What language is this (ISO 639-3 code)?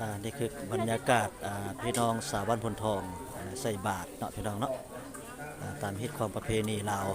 lao